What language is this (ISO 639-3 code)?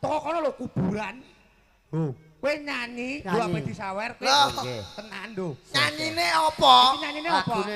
jav